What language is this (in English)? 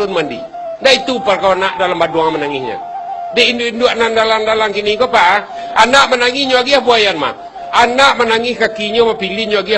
Minangkabau